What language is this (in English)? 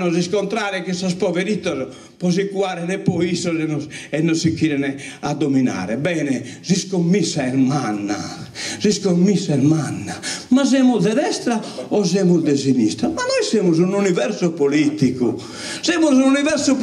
Sardinian